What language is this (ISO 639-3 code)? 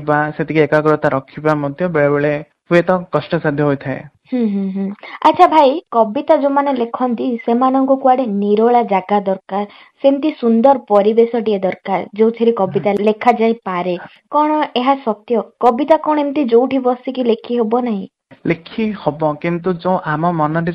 ori